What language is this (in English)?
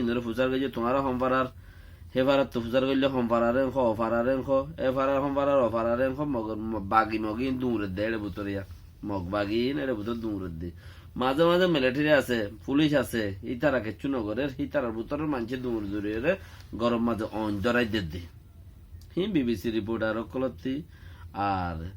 Rohingya